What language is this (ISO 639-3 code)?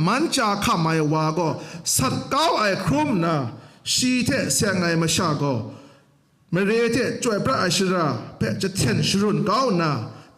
kac